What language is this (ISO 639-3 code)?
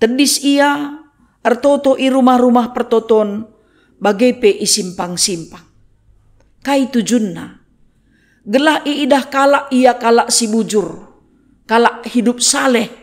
btx